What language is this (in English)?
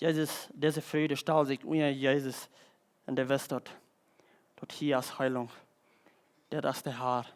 Plautdietsch